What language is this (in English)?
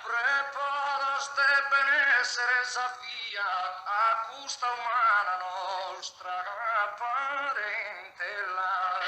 Sardinian